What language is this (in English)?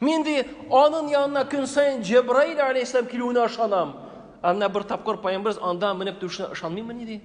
Tatar